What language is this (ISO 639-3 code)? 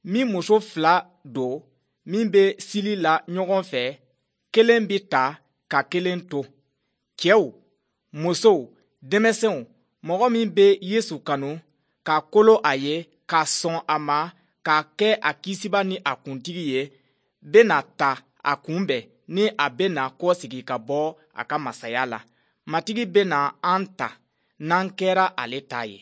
bam